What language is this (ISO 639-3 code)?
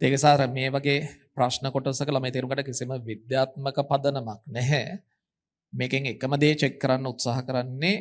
sin